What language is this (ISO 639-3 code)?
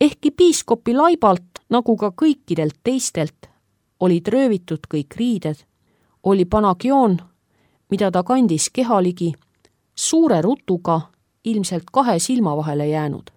est